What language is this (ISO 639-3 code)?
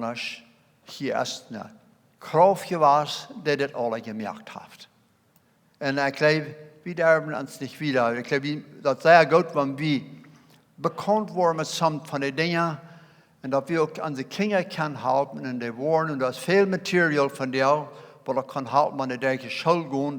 pdt